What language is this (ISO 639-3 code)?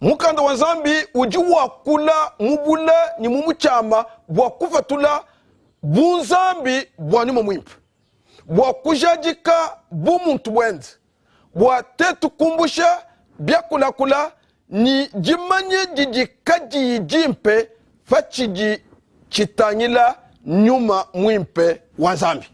lua